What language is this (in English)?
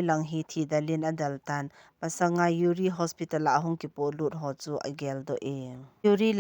Thado Chin